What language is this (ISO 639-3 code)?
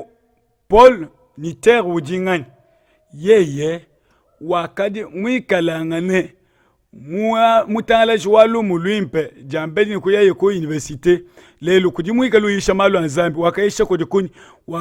lua